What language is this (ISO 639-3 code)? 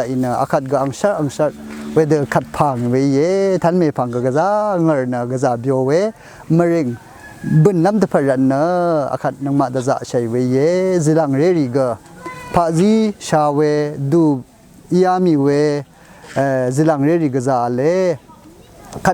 raw